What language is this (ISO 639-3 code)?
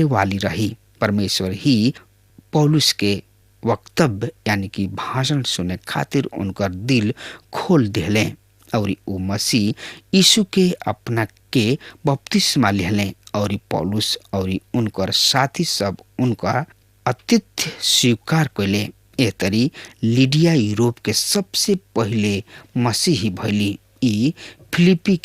bho